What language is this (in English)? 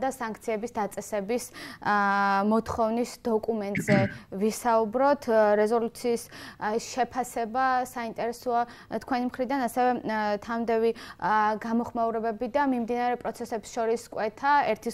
Georgian